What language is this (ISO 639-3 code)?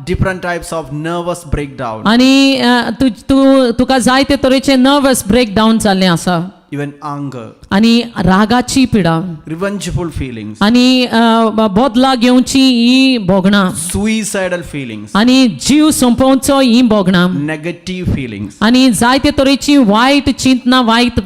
kok